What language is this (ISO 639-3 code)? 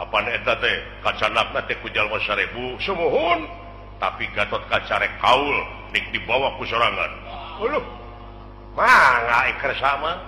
sun